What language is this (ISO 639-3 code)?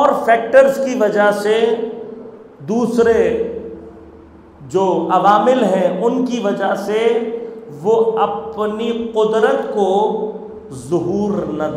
urd